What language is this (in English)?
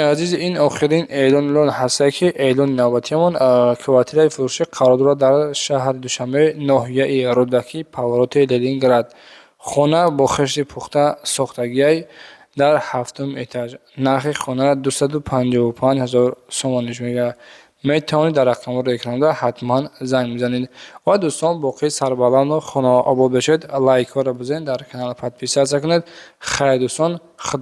Tajik